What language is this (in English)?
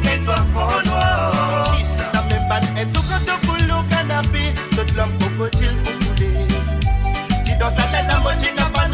Morisyen